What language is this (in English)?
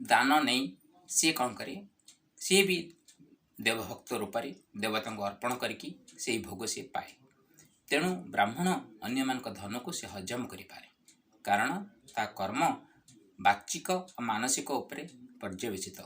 Odia